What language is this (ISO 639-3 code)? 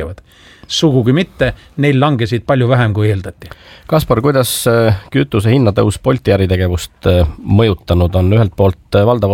est